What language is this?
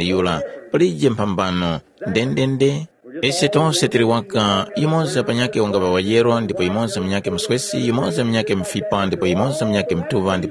Tumbuka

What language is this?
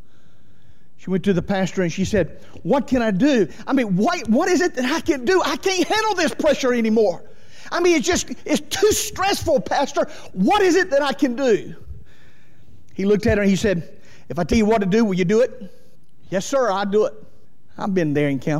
English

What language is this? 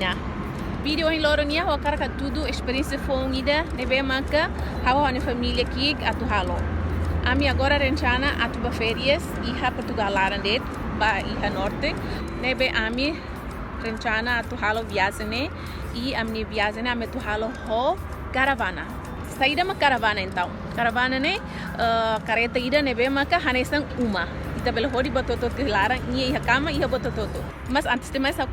Tetum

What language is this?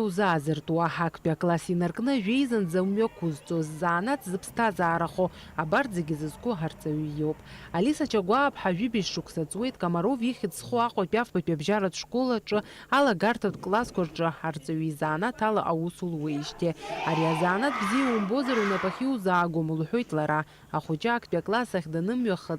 Abkhazian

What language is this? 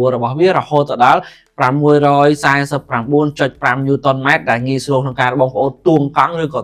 Khmer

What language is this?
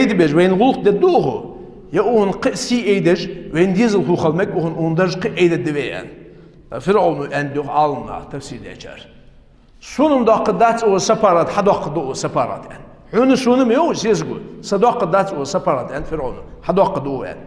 Ingush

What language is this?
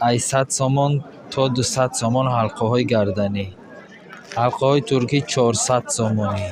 Tajik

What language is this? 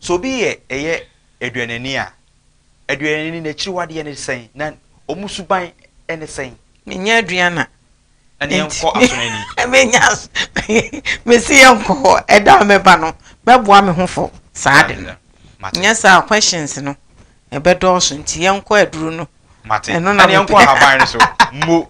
Akan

